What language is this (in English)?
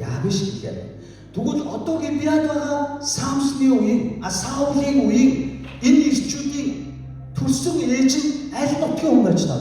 Mongolian